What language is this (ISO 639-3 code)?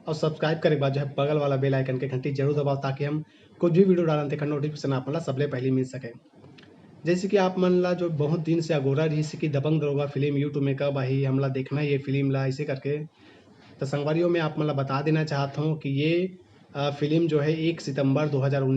hne